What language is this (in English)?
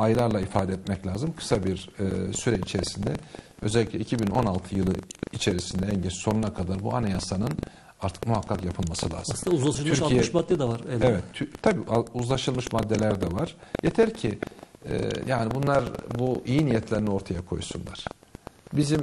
Turkish